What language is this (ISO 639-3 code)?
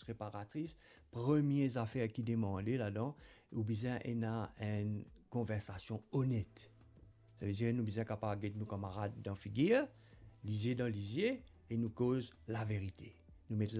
mfe